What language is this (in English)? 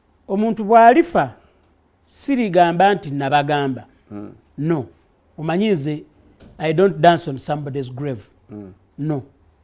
Ganda